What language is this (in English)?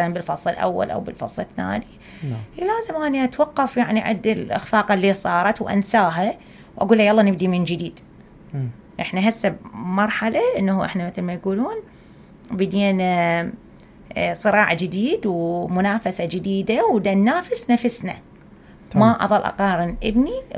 Mesopotamian Arabic